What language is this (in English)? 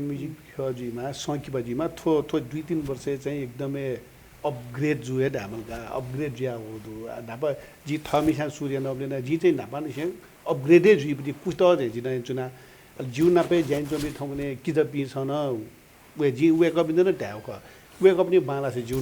Newari